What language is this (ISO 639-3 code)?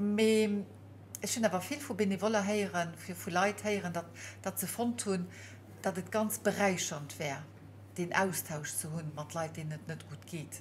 ltz